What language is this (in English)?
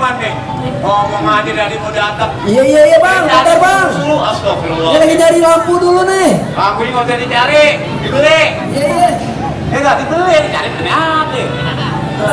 Betawi